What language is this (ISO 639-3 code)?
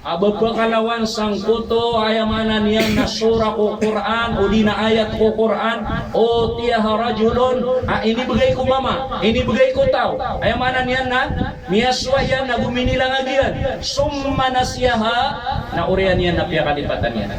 mrw